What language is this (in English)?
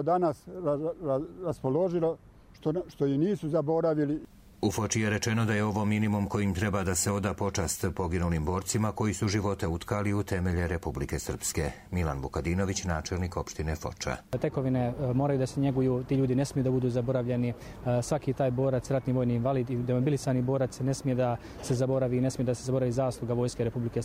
Croatian